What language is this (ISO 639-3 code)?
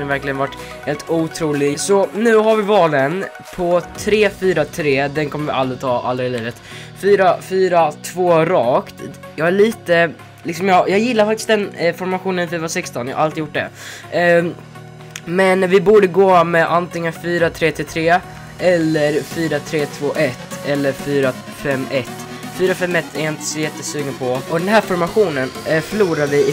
swe